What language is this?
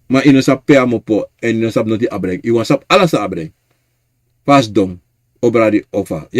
Sranan Tongo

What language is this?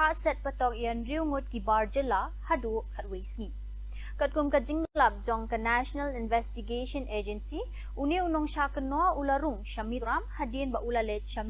Khasi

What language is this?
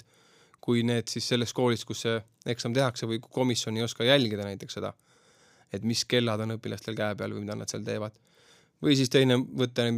Estonian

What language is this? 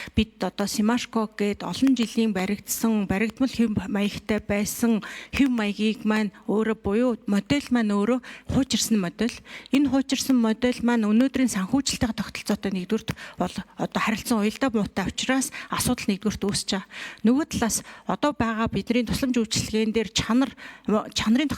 Mongolian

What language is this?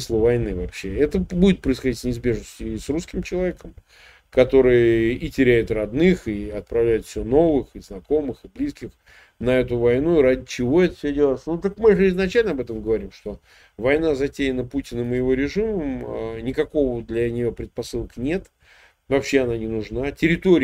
Russian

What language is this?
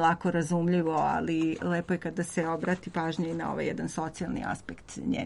Serbian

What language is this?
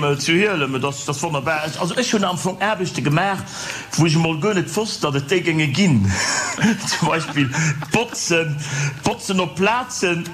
Luxembourgish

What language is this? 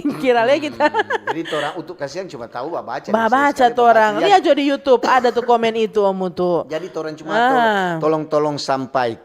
Manado Malay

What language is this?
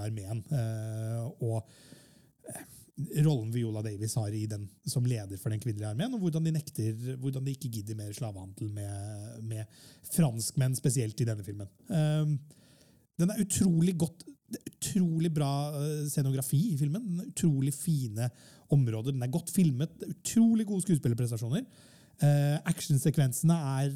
Norwegian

